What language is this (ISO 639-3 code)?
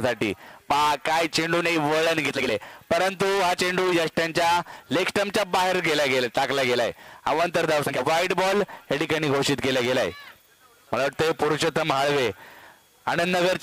mar